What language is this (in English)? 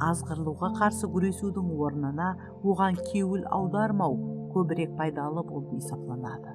Kara-Kalpak